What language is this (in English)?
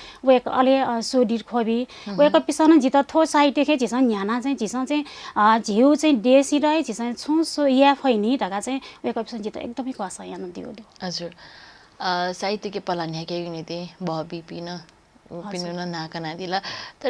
Newari